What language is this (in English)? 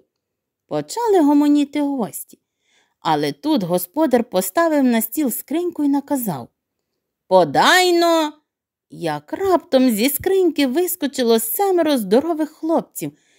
Ukrainian